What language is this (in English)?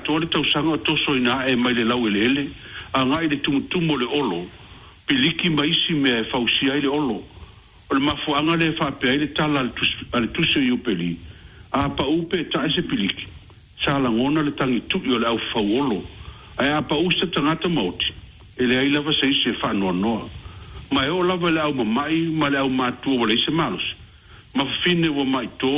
Samoan